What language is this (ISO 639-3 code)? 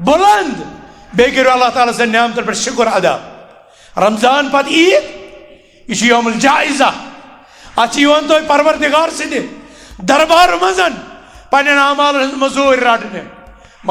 kas